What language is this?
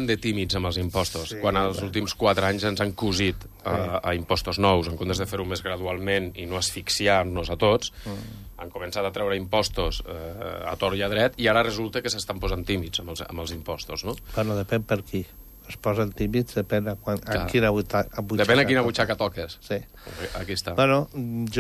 Catalan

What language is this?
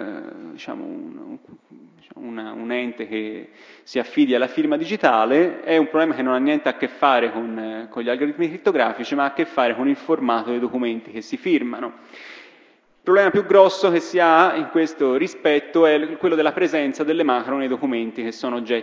Italian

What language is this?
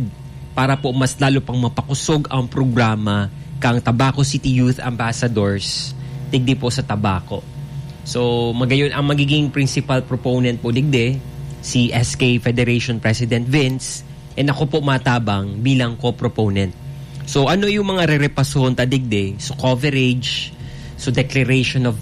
Bikol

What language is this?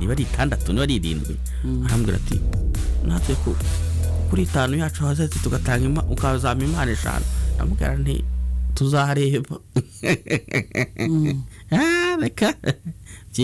Kinyarwanda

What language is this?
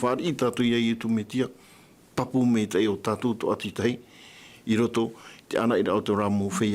Tahitian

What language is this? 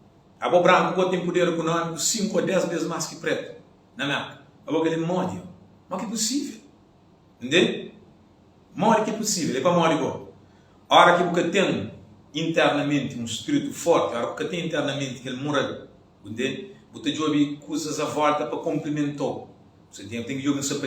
Kabuverdianu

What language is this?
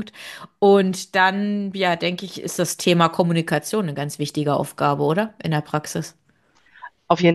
German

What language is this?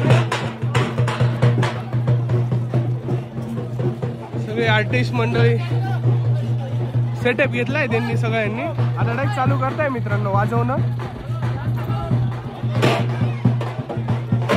Marathi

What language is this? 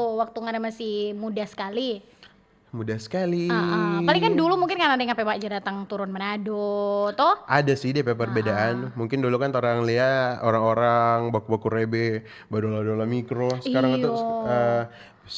Manado Malay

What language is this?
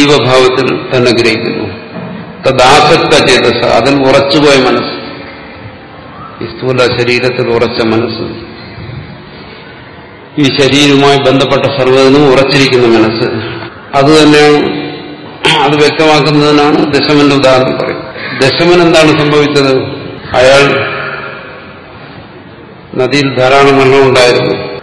Malayalam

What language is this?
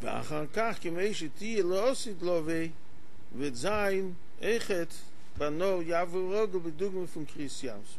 Yiddish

